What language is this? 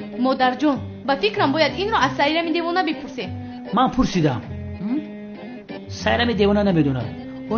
Tajik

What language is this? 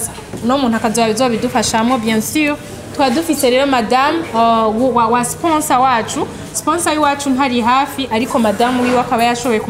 Rundi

